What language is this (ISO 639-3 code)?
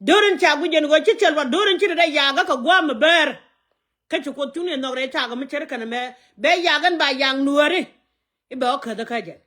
nus